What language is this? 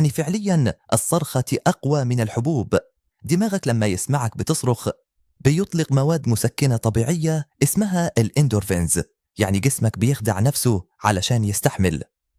Egyptian Arabic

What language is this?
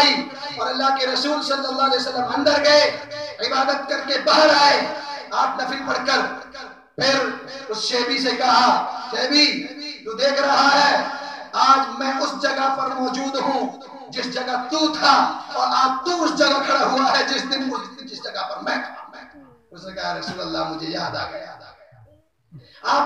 Urdu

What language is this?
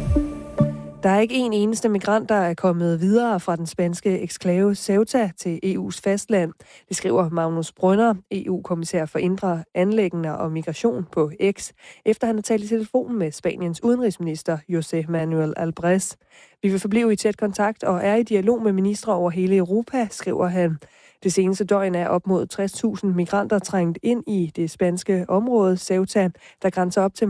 Danish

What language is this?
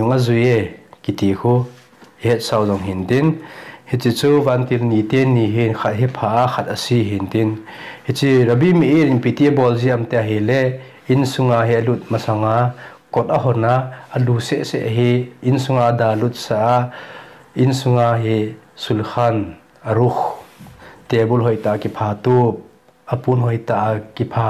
Thado Chin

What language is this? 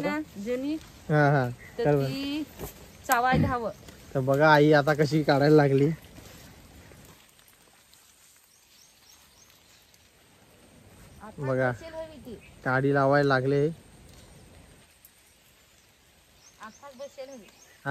Marathi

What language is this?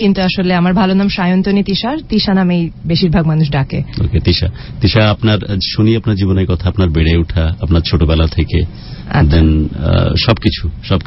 Bangla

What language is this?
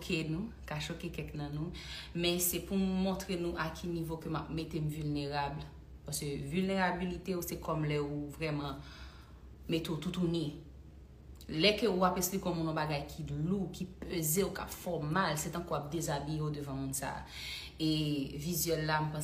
Haitian Creole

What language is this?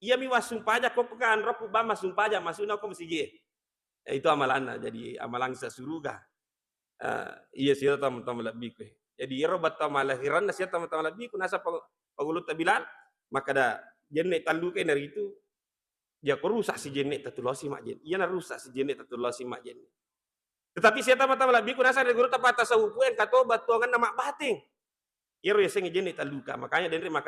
Buginese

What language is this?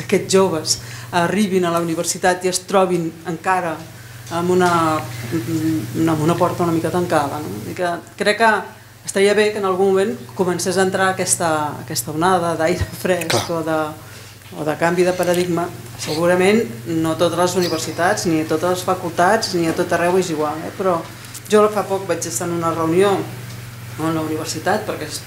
Catalan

